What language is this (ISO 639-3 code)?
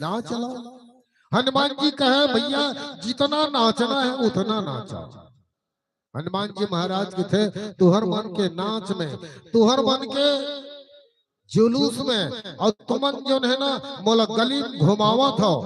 hne